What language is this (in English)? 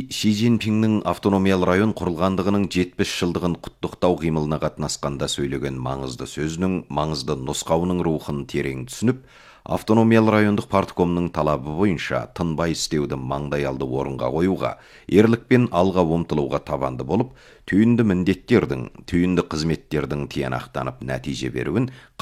Kazakh